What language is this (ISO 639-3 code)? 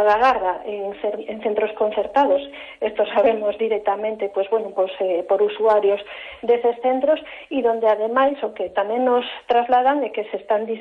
glg